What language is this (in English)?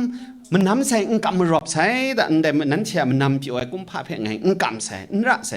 Kachin